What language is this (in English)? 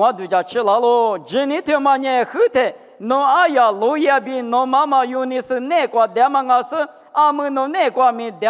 Lisu